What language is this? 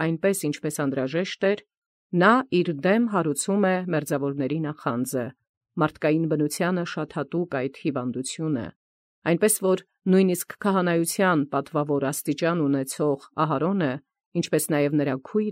Armenian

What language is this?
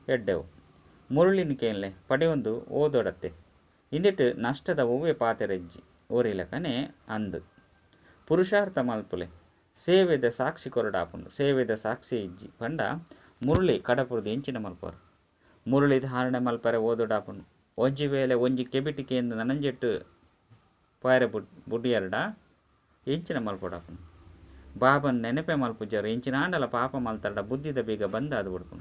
Tulu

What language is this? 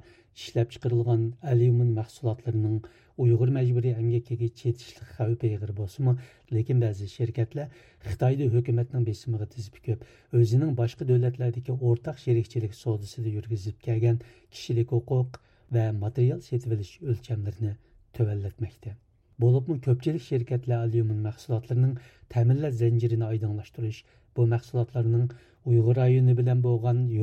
Uyghur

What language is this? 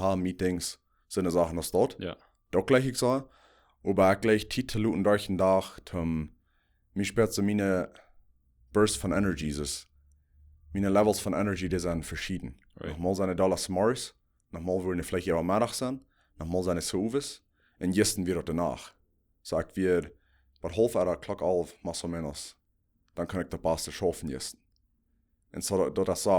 Plautdietsch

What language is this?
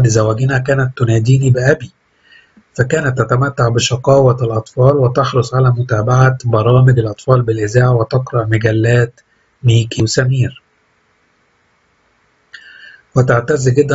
Arabic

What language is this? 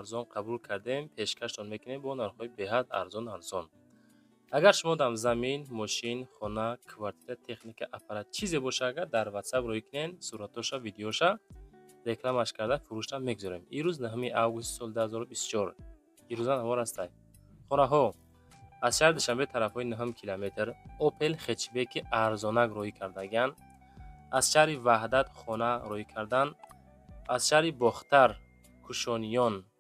Tajik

